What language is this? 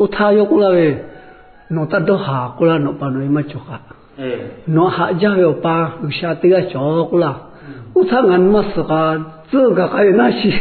Lahu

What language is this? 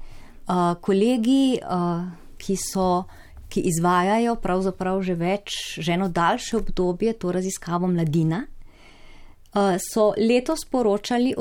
Slovenian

